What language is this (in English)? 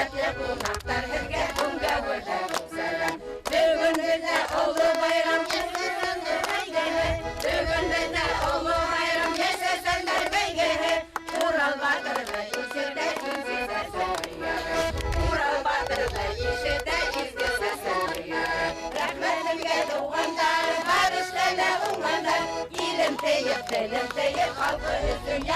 Bashkir